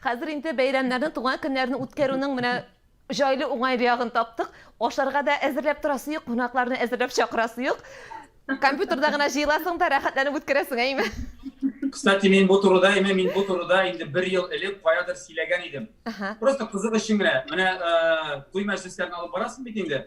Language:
Tatar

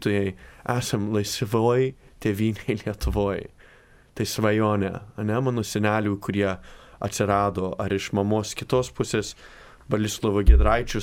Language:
Lithuanian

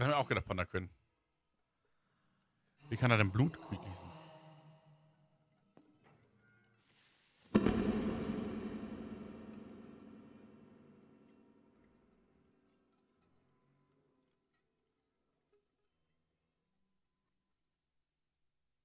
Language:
German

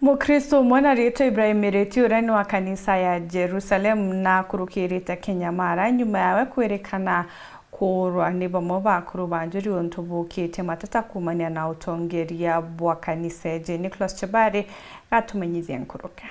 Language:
Meru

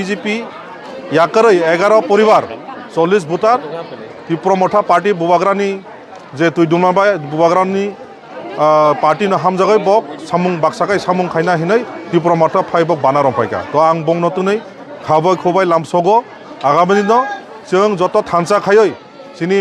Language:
Kok Borok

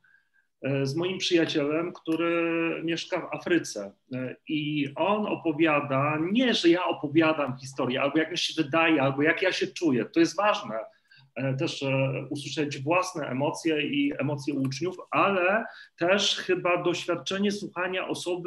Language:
Polish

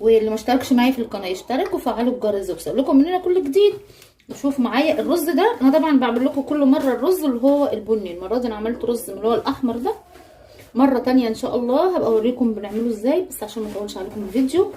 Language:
Egyptian Arabic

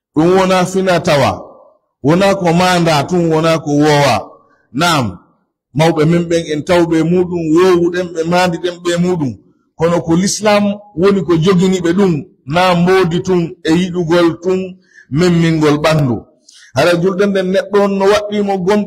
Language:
Pular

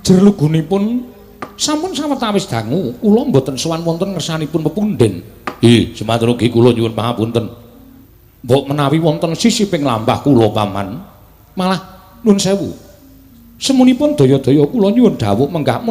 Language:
Javanese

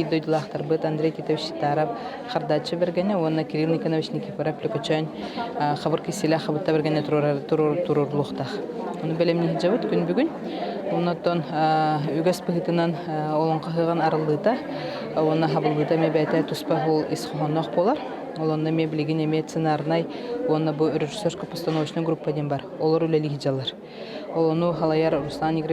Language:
Yakut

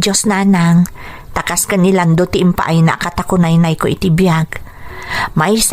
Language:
Iloko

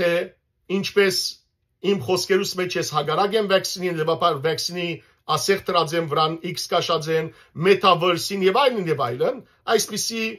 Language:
Western Armenian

